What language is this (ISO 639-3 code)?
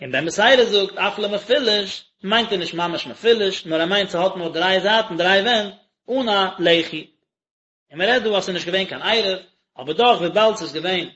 yid